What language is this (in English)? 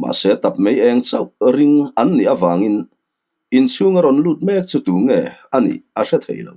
Mizo